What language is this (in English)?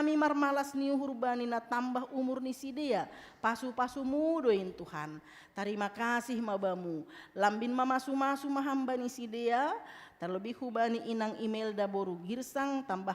Batak Simalungun